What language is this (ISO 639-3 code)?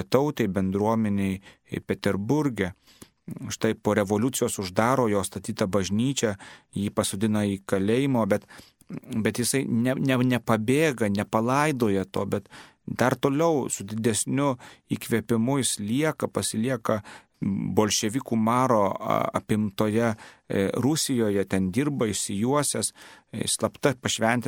lit